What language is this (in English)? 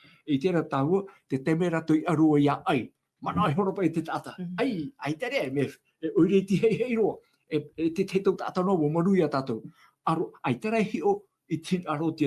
Tahitian